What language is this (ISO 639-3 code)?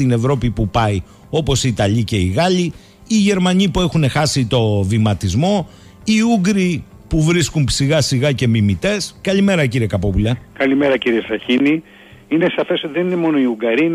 ell